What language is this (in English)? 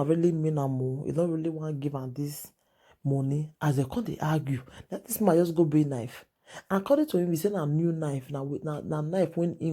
Nigerian Pidgin